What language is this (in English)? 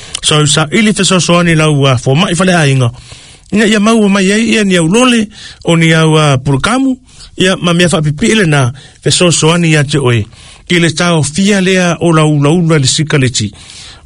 Samoan